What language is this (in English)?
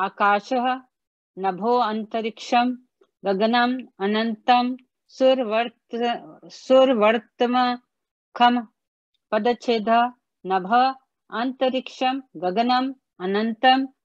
Sanskrit